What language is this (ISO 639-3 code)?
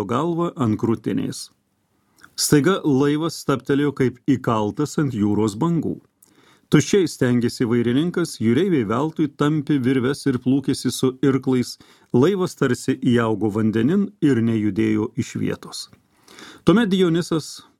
lit